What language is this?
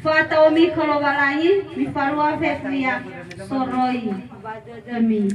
Nias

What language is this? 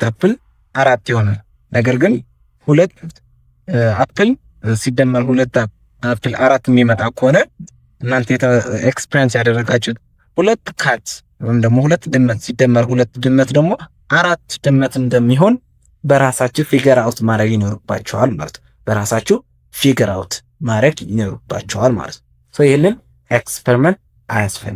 Amharic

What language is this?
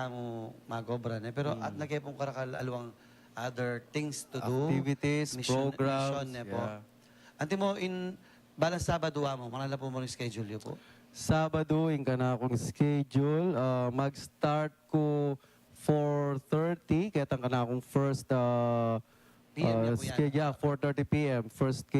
Pampanga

